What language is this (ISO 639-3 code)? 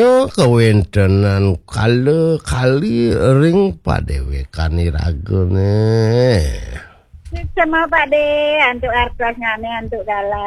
ban